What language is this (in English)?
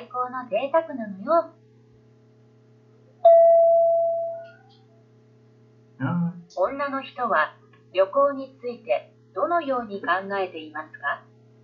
Japanese